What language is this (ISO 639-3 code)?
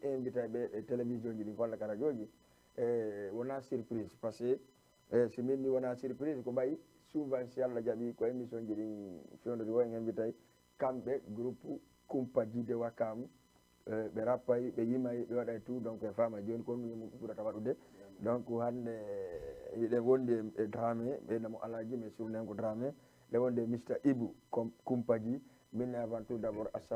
ful